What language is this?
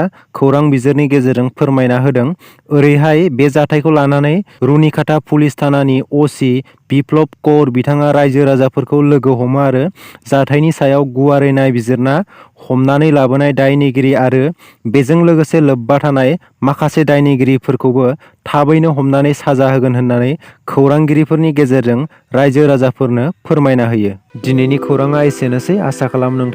Bodo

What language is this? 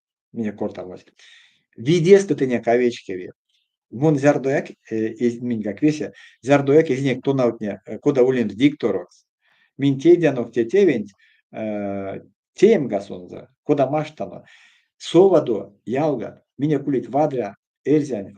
Erzya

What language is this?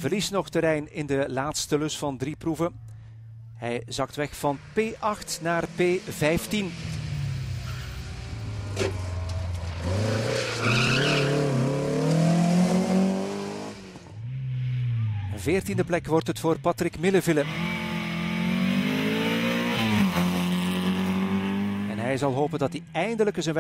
Dutch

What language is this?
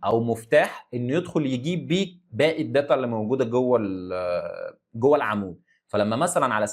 Egyptian Arabic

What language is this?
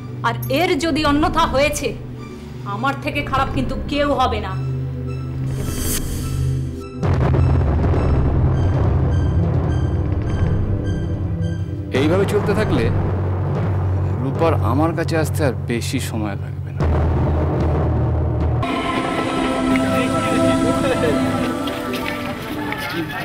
Bangla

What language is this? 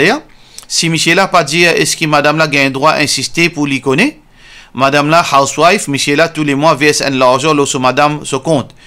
Morisyen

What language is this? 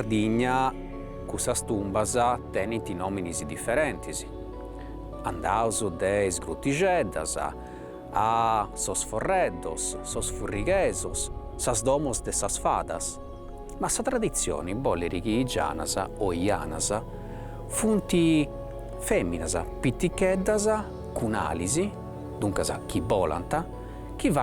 Sardinian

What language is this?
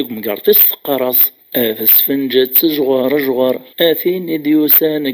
Kabyle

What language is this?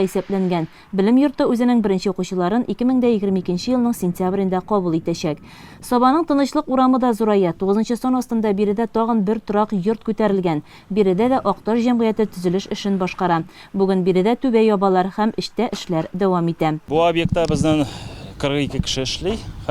Tatar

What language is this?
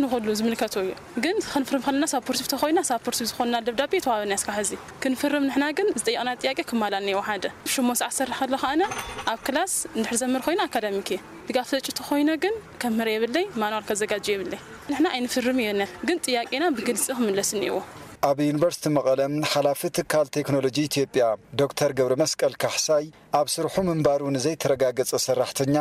Tigrinya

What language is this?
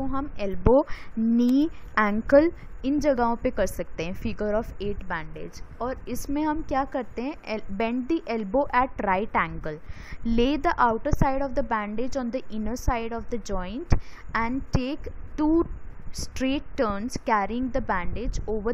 Hindi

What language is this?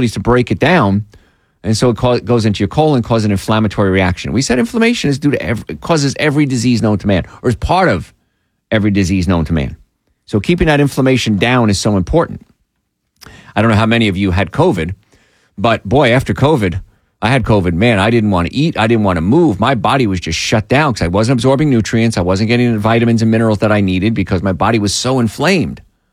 English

